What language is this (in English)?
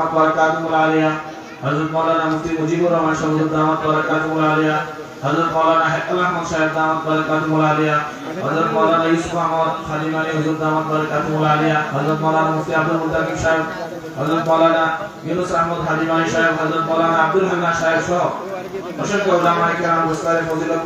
Sylheti